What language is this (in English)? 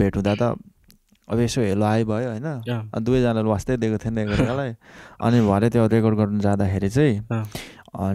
Nepali